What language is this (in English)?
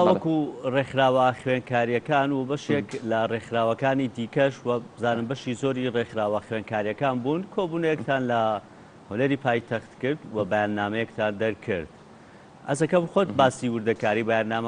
Central Kurdish